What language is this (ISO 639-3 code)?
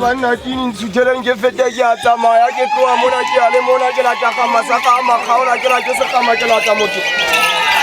sot